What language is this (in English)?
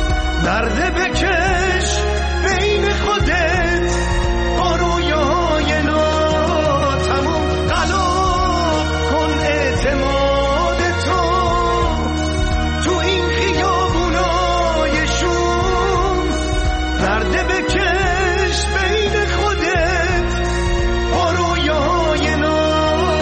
Persian